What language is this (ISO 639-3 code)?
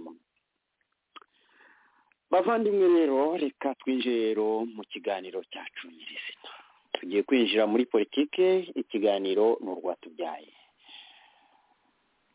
kin